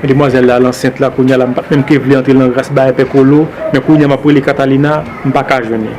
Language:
Haitian Creole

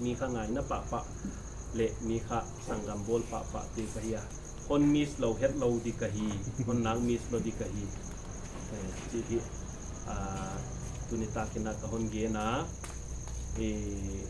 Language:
Paite Chin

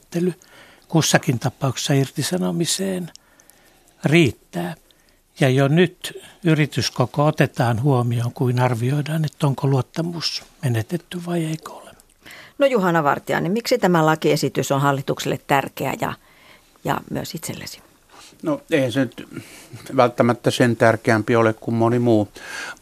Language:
Finnish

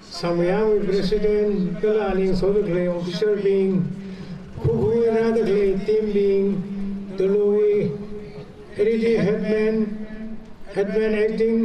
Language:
Tangkhul Naga (India)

